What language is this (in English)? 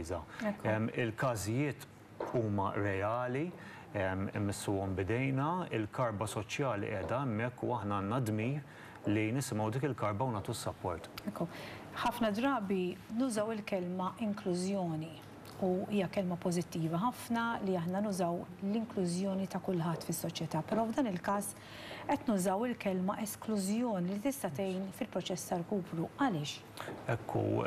Maltese